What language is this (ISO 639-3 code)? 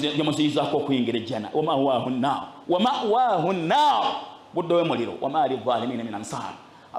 lug